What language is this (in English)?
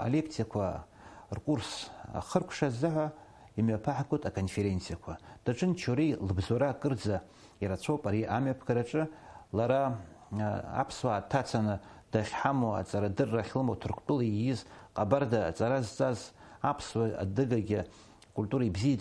Abkhazian